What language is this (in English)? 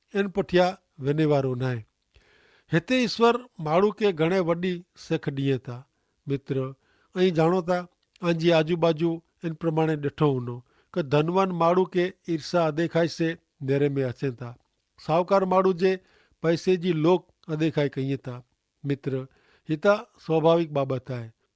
Kachhi